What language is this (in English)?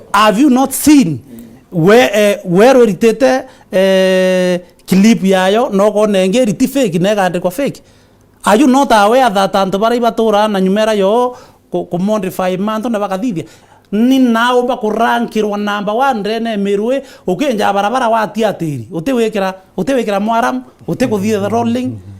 Meru